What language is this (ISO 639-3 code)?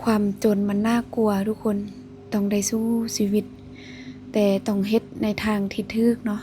lao